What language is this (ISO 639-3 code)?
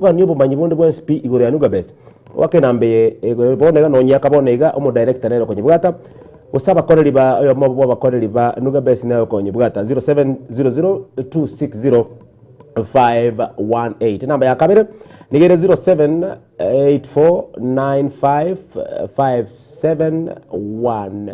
guz